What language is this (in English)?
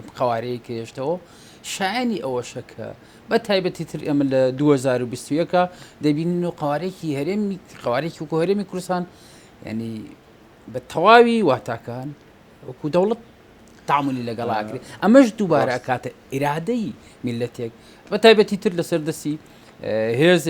Central Kurdish